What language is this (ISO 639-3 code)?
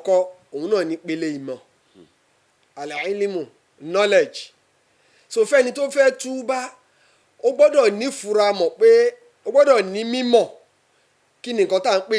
yor